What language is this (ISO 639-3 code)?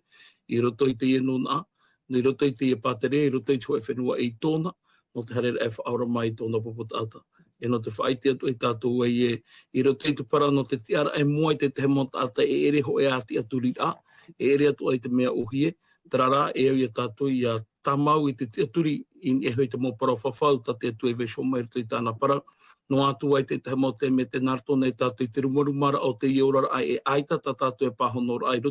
tah